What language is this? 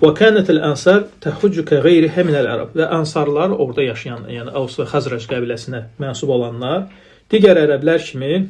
Azerbaijani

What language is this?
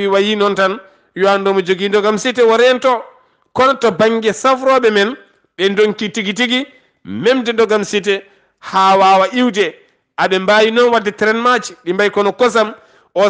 Fula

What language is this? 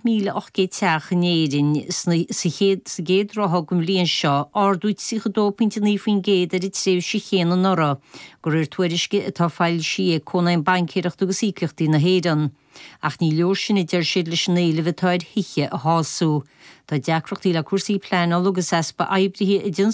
Irish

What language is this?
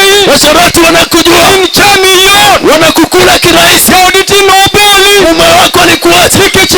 Luo (Kenya and Tanzania)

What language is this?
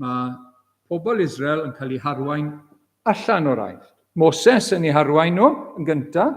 Welsh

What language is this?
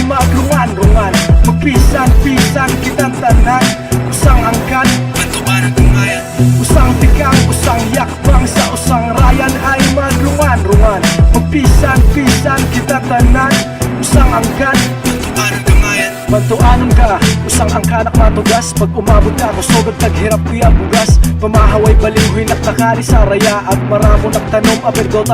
Bantoanon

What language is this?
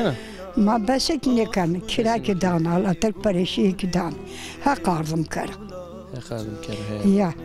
Zaza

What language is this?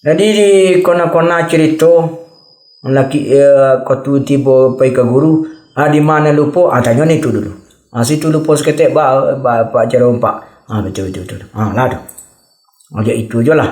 Minangkabau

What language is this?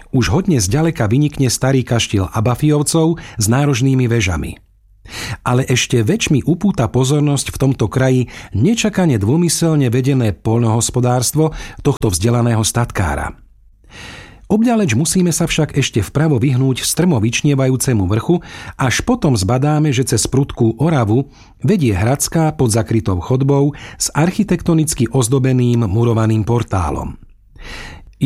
Slovak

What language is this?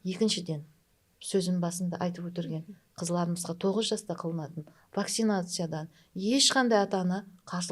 Kara-Kalpak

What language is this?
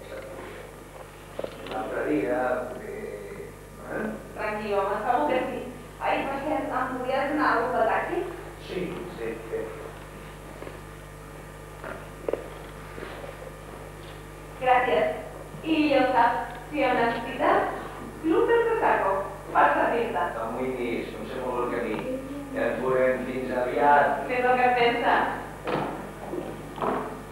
Catalan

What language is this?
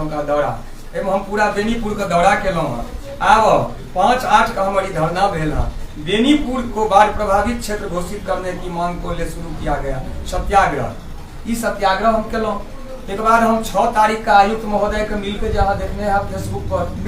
Maithili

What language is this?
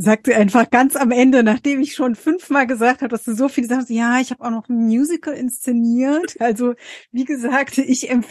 German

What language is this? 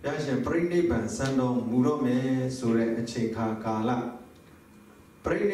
Burmese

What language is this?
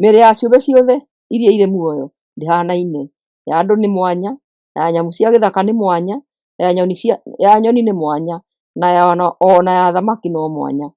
Kikuyu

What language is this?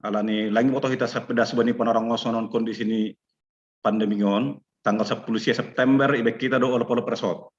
Batak Simalungun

